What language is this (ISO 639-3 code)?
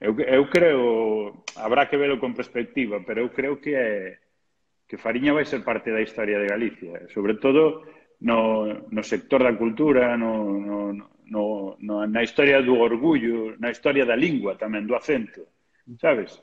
glg